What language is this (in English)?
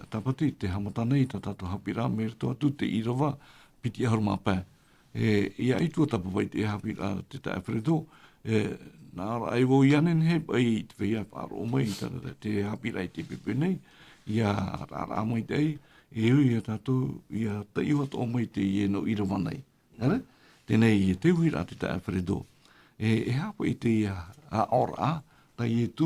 Tahitian